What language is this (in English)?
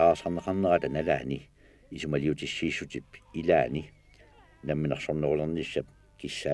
Kalaallisut